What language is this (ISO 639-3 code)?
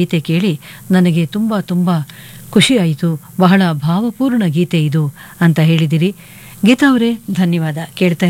kan